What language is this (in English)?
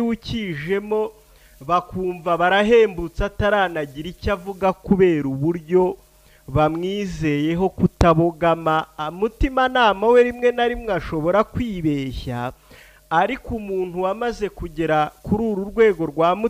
Kinyarwanda